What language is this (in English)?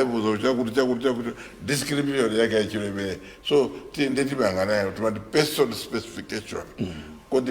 Nyanja